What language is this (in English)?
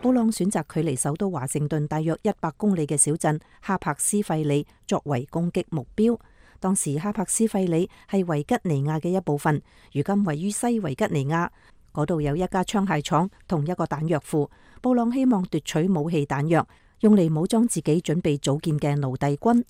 Cantonese